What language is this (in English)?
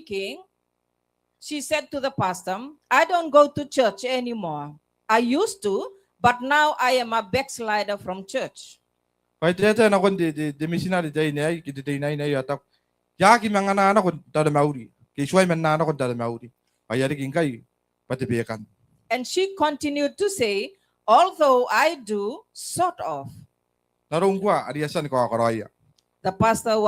Gilbertese